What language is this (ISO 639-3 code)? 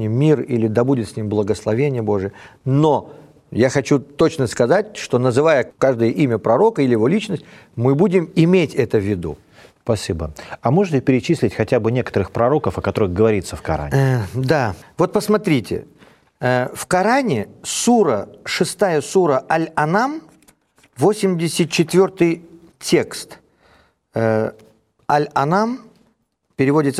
rus